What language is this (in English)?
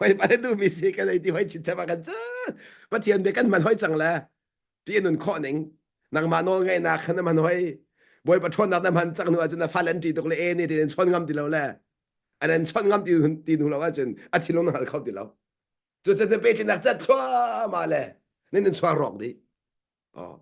Hakha Chin